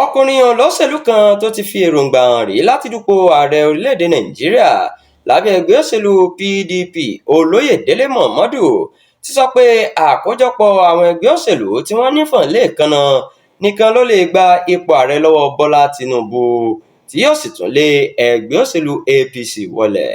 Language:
Yoruba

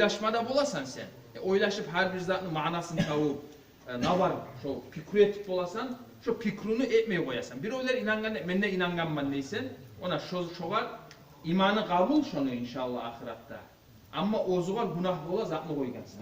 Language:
Kumyk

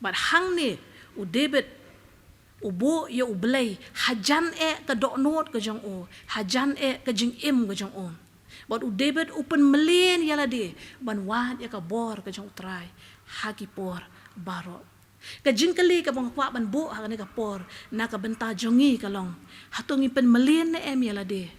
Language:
Khasi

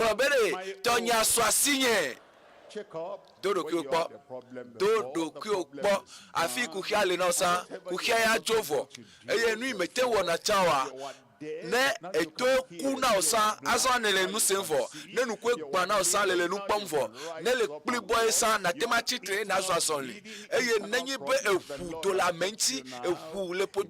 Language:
Ewe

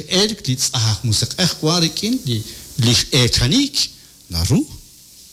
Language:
Kekchí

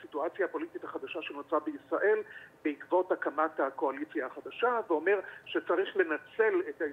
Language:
Hebrew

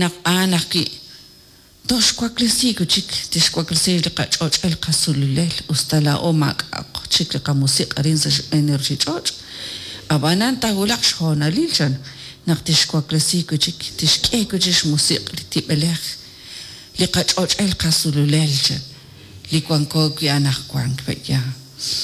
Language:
Kekchí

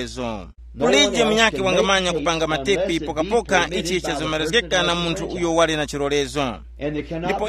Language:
Tumbuka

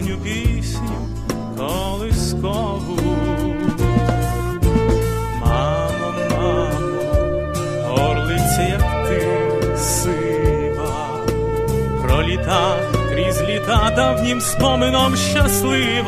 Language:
Ukrainian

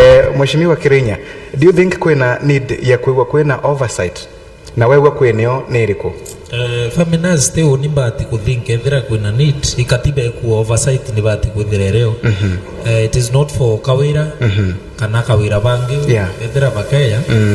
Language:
Meru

